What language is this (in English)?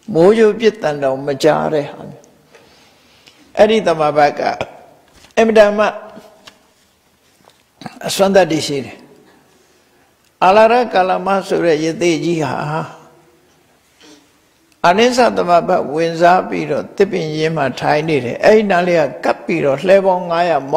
Burmese